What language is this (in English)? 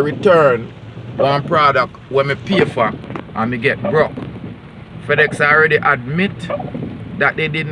Jamaican Creole English